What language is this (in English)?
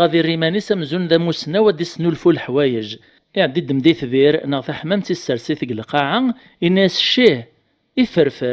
Kabyle